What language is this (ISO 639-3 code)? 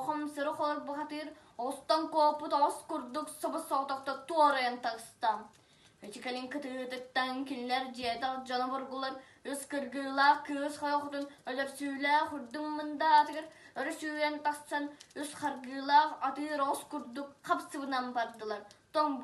sah